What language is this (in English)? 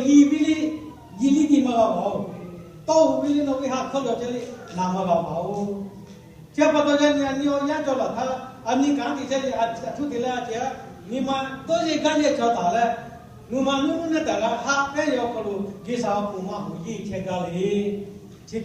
Lahu